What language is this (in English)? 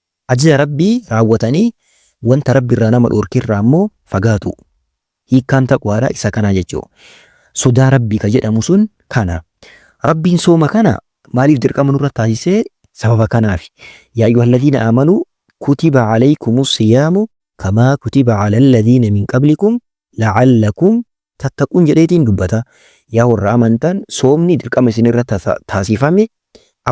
Oromo